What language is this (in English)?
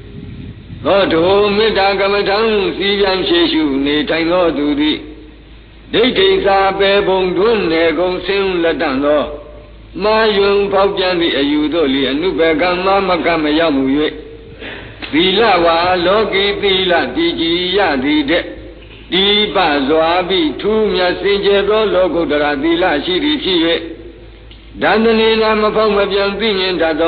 Burmese